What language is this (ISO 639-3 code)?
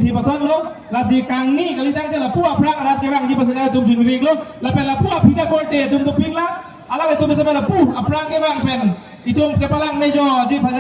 mjw